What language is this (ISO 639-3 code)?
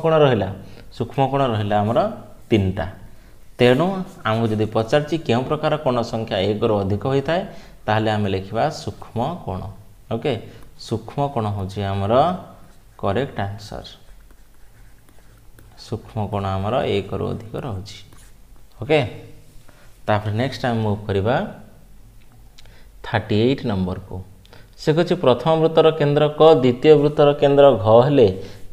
ori